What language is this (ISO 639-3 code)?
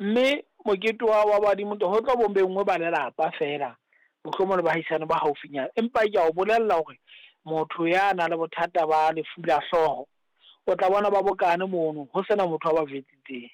sot